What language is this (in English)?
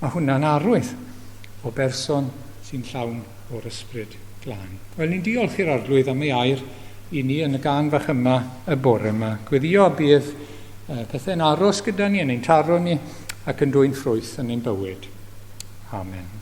Welsh